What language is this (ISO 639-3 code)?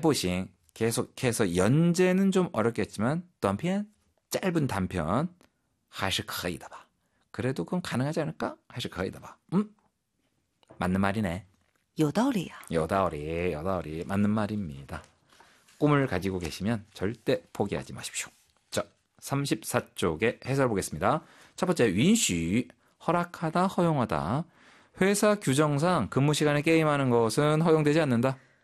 kor